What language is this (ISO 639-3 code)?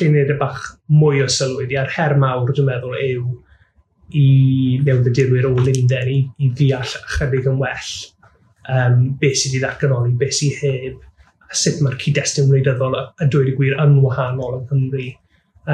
cym